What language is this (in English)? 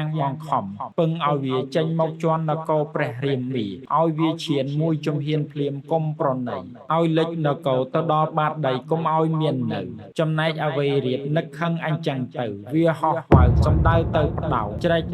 Khmer